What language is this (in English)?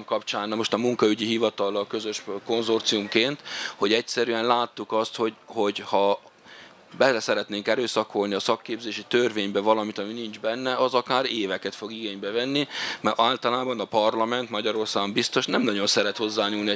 Hungarian